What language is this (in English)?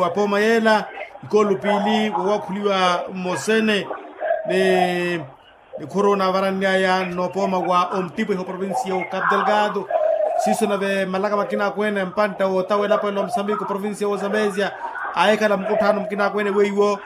Makhuwa